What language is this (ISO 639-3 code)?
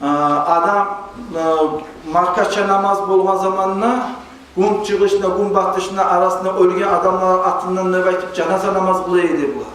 kum